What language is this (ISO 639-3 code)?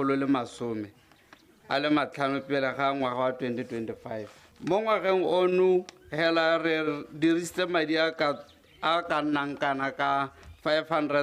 tsn